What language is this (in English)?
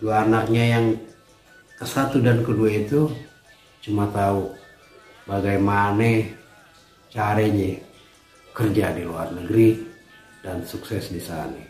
Betawi